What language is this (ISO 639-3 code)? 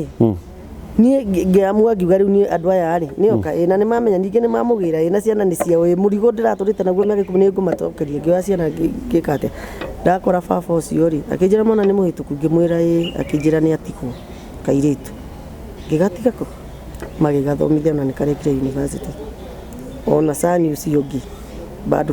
kik